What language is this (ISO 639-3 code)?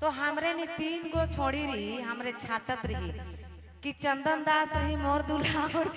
sck